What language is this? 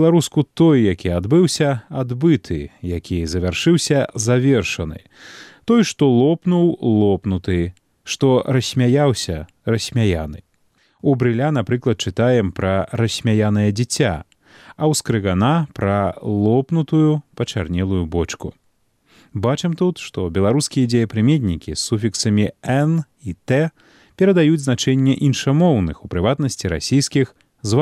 Belarusian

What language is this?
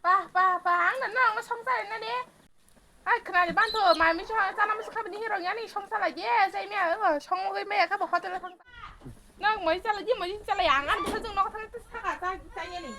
Kok Borok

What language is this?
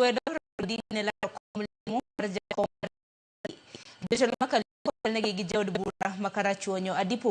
Luo (Kenya and Tanzania)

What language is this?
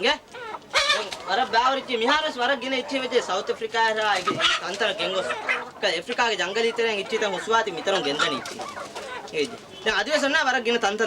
Divehi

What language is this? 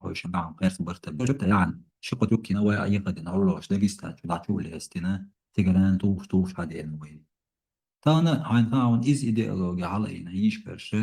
Chechen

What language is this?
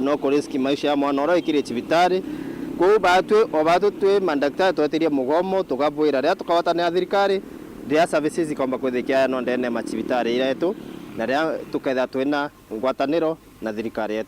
Meru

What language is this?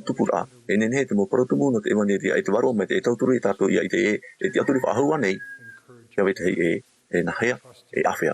Tahitian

